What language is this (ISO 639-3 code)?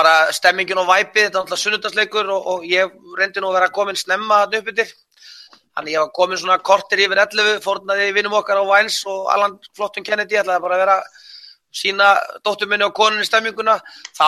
isl